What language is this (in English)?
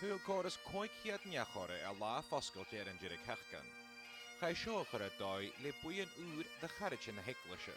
Scottish Gaelic